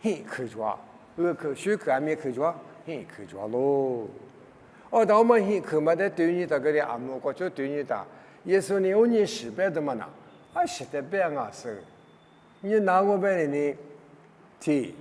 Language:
Lisu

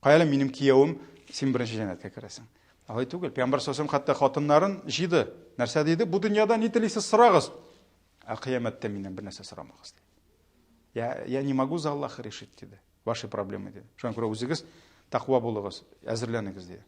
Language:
Tatar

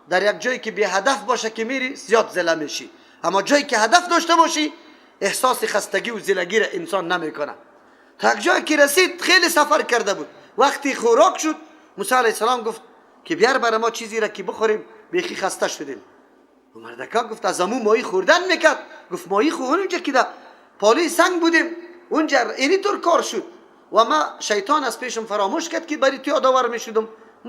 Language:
Persian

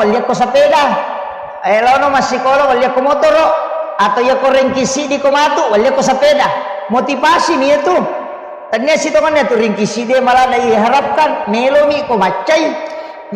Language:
Buginese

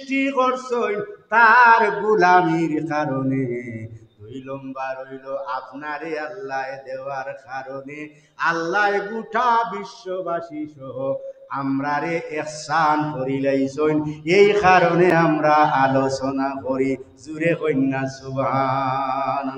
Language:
Sylheti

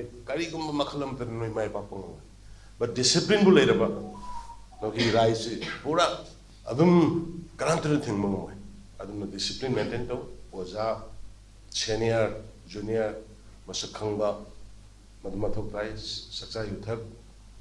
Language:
Manipuri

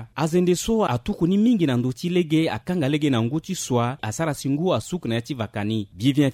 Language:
Sango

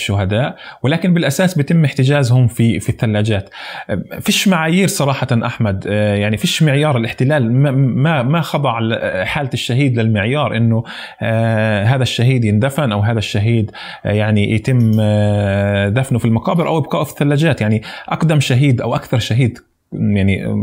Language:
North Levantine Arabic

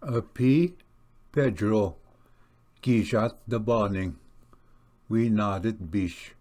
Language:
Ojibwa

